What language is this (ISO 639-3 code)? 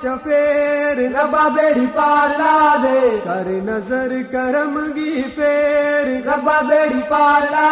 gju